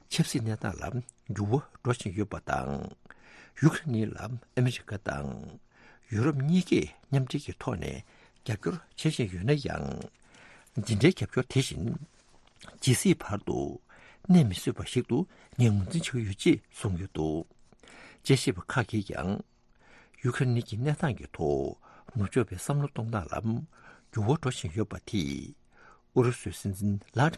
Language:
Tibetan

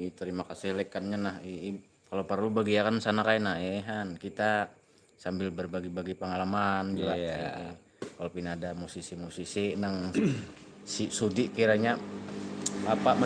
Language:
Banjar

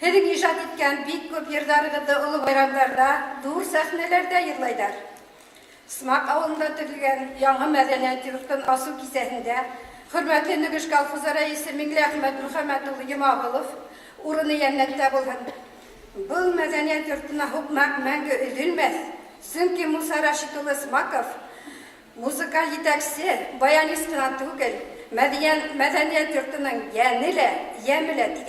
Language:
Bashkir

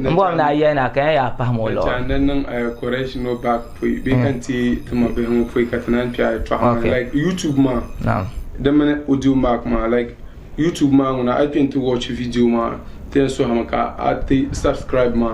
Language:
Dagbani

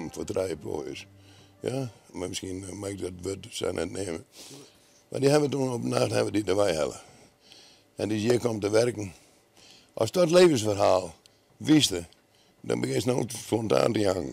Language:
Western Frisian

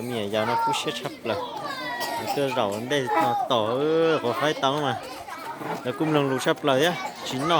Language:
Hmong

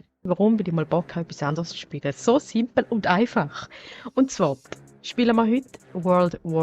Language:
Swiss German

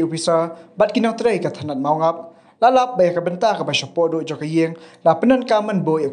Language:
Khasi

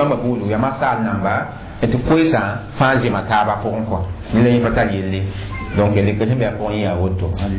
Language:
Mossi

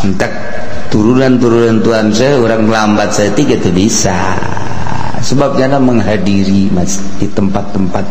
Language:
Sundanese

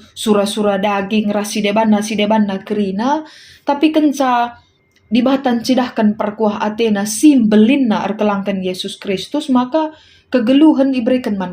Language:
Batak Karo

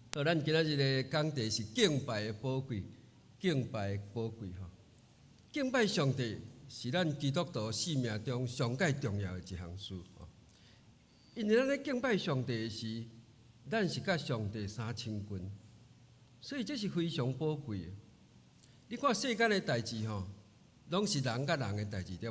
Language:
Min Nan Chinese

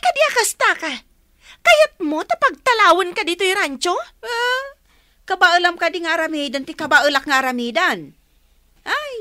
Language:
Iloko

